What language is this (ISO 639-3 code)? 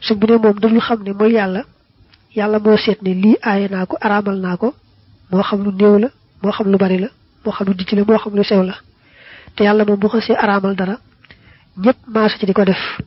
wol